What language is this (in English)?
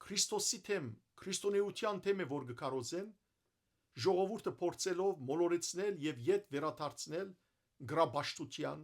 Western Armenian